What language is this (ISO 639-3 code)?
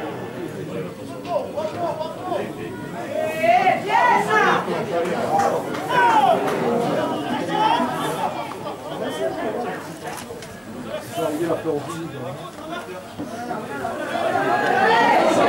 fra